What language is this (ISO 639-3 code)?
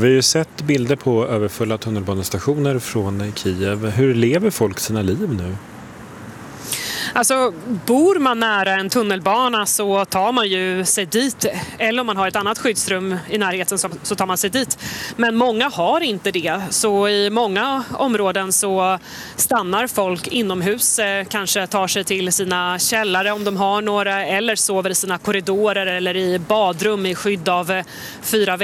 swe